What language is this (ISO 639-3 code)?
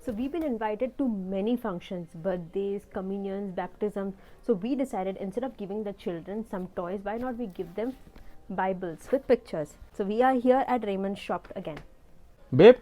kok